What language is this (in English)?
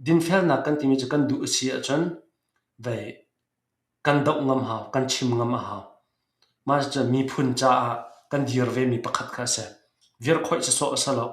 Hakha Chin